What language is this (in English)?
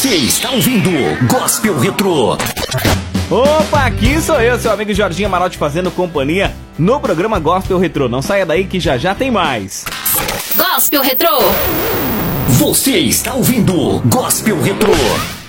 Portuguese